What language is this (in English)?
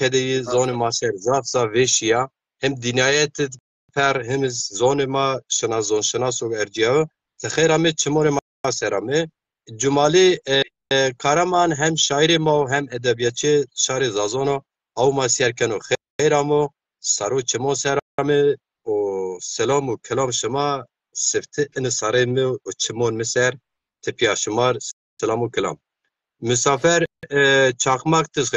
Zaza